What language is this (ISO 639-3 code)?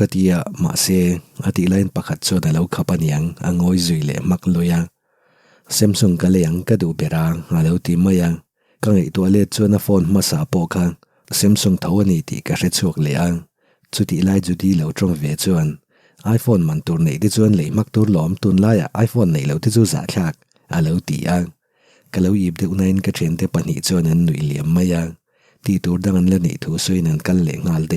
lus